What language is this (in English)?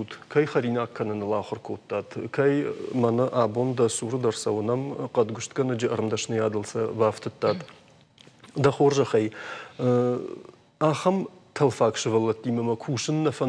Ossetic